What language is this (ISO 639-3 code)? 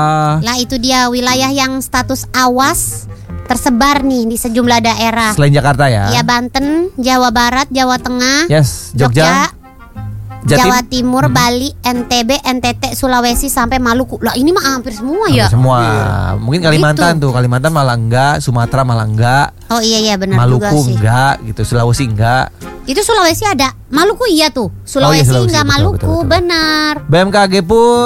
ind